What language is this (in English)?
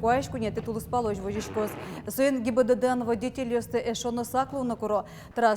Udmurt